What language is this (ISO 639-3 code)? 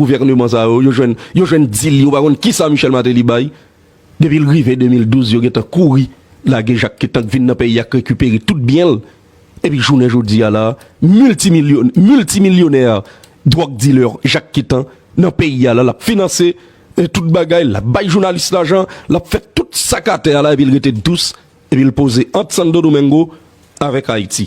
hat